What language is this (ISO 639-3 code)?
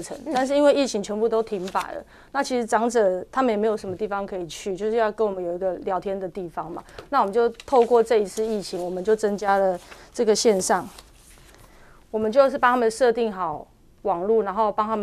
zho